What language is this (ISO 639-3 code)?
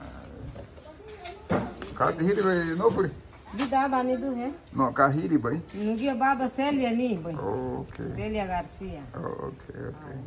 cab